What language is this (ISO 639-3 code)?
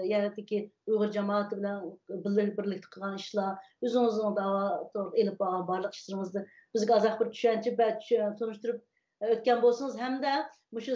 uig